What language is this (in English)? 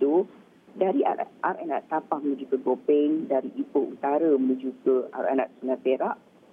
Malay